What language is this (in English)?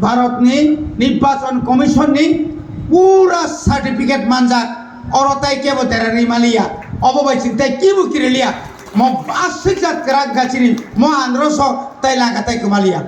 Kok Borok